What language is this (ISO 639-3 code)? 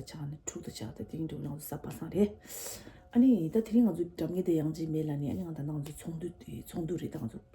bod